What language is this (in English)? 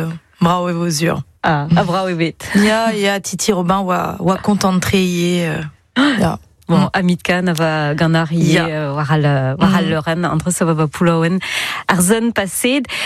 Breton